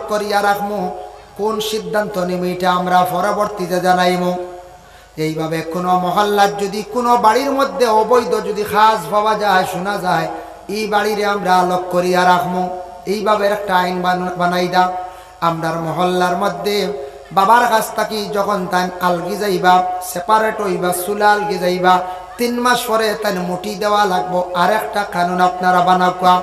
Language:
Sylheti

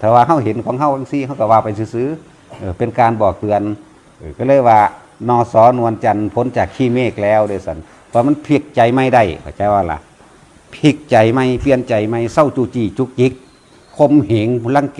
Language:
Northeastern Thai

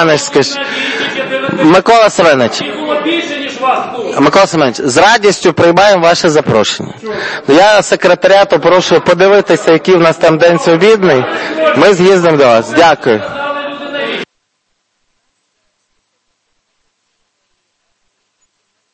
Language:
Ukrainian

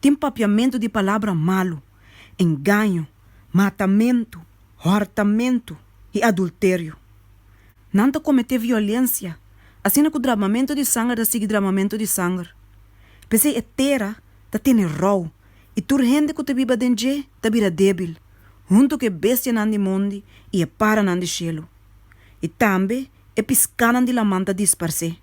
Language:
Papiamento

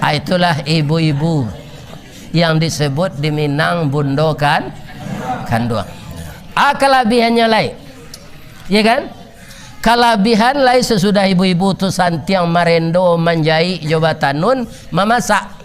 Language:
Minangkabau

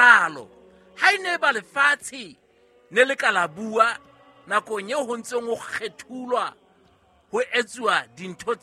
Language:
Southern Sotho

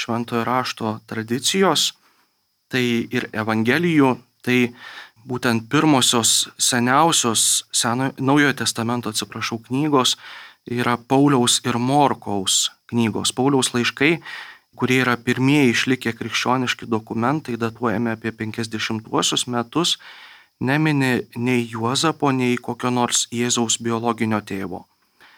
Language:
Lithuanian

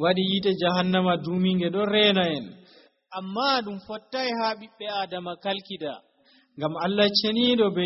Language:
Nigerian Fulfulde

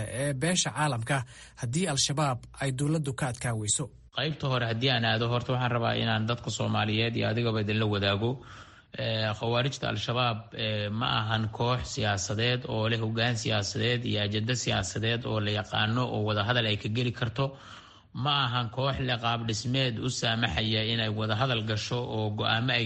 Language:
Somali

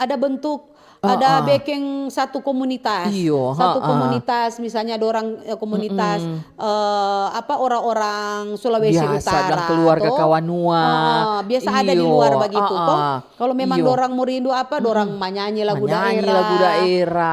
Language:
Manado Malay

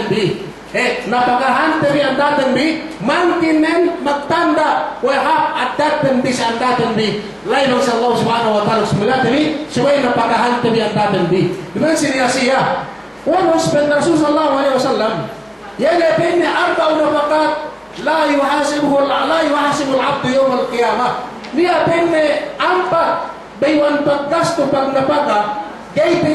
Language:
Yakan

